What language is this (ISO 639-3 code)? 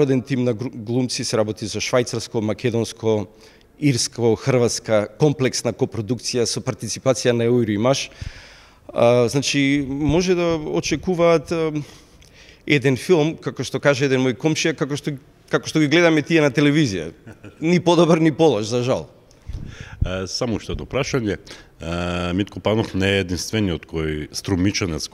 mkd